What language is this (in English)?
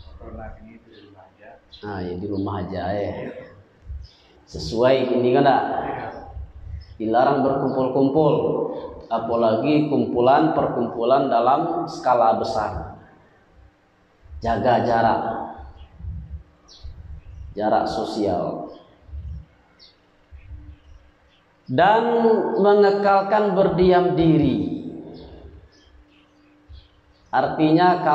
Indonesian